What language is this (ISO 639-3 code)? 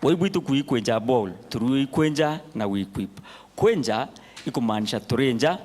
mer